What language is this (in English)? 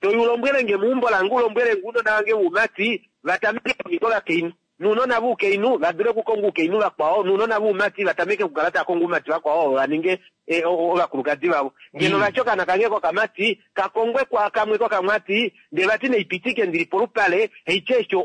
Kuanyama